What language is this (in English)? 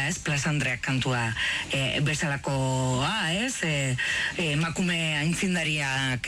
Basque